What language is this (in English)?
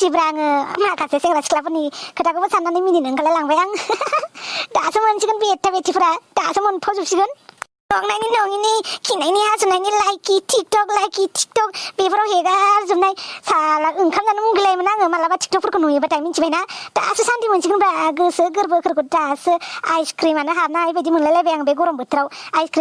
Bodo